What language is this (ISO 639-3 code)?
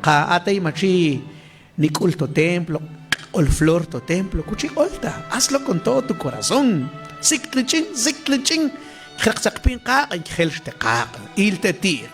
mam